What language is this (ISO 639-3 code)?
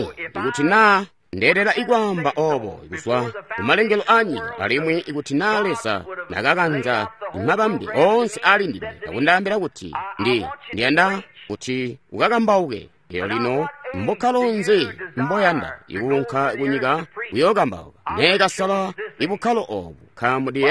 toi